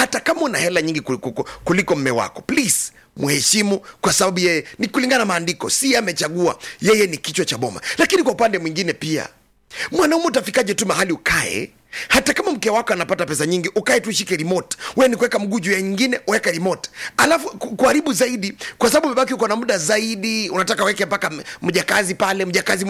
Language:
Swahili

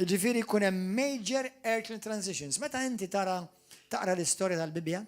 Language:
Maltese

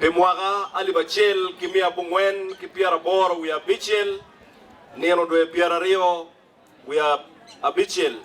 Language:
Acoli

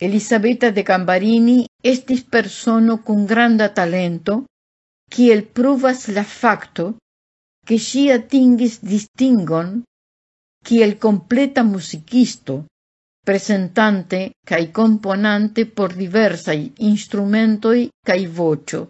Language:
Esperanto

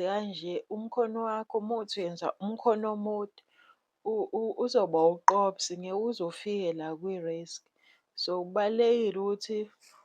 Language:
Zulu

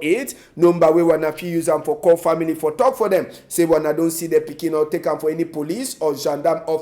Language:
Cameroon Pidgin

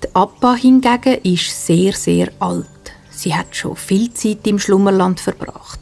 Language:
Swiss German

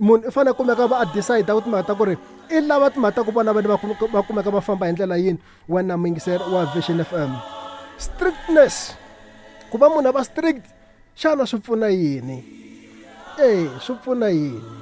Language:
Tsonga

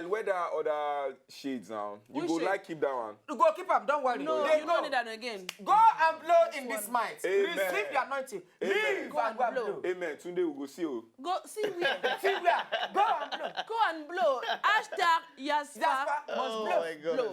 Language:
Nigerian Pidgin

